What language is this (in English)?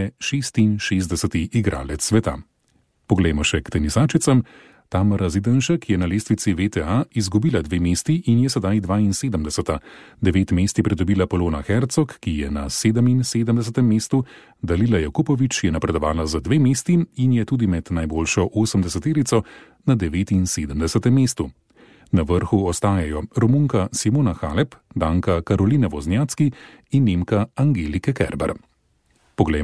Slovenian